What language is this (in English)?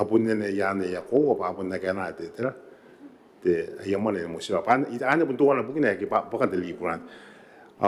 Gilbertese